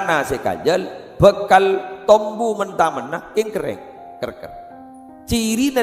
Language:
Madurese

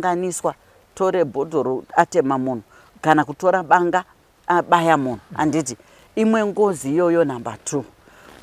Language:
Shona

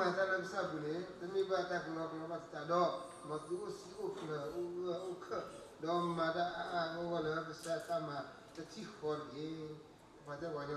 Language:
S'gaw Karen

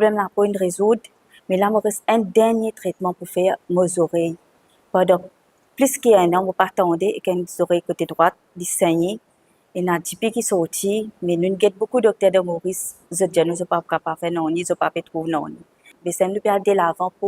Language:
Morisyen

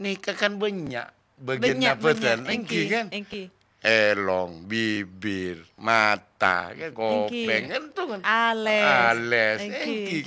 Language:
Madurese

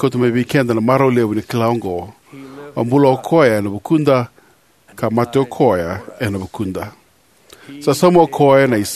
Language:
Fijian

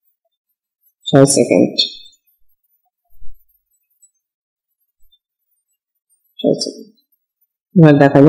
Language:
Bangla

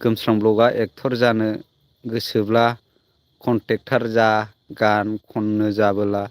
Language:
Bodo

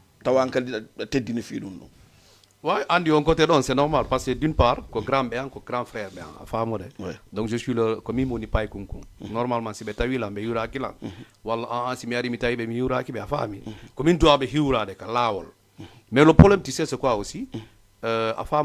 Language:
Fula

